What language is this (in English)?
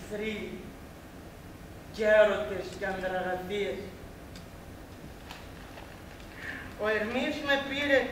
Greek